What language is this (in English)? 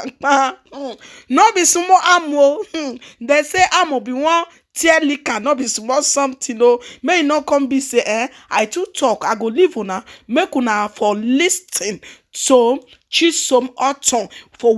Nigerian Pidgin